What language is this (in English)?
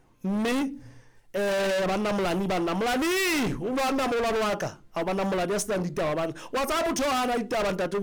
Southern Sotho